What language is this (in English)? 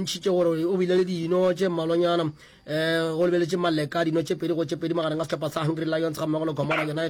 Northern Sotho